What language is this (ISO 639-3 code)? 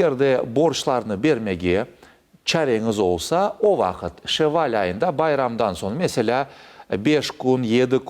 crh